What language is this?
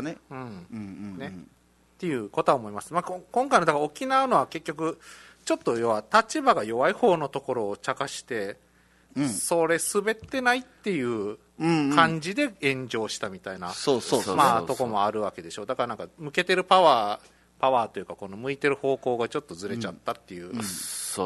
Japanese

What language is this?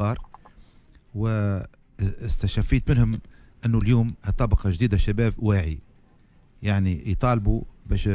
Tunisian Arabic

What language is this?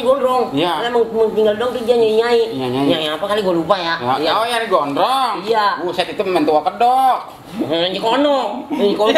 Betawi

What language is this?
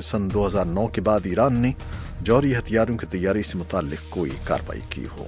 Urdu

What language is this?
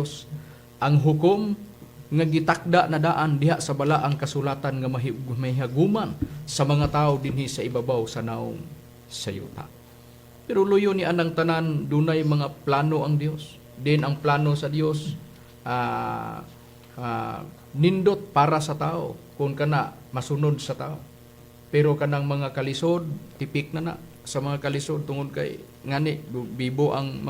Cebuano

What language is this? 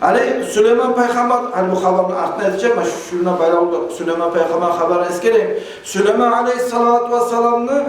Kumyk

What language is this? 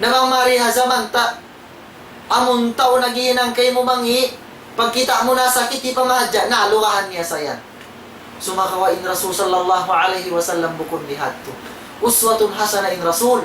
Tausug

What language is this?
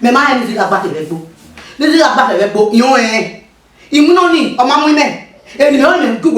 Bini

